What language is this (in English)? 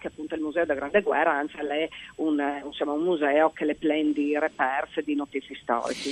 Friulian